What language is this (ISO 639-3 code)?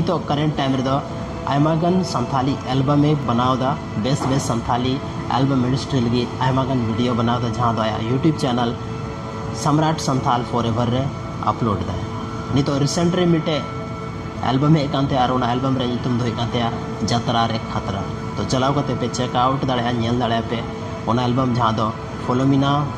sat